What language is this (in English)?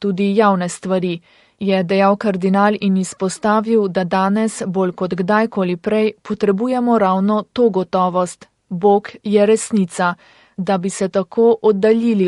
Slovenian